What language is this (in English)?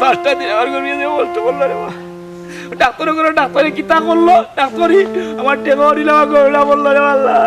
Sylheti